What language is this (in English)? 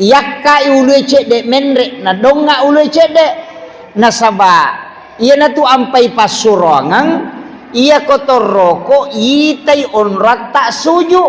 Buginese